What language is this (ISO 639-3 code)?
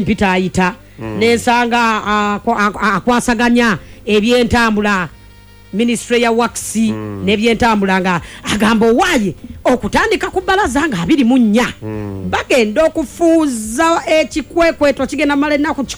lug